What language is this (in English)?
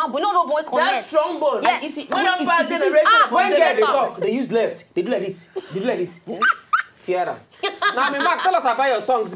Nigerian Pidgin